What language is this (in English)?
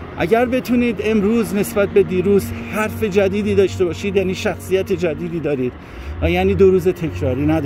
Persian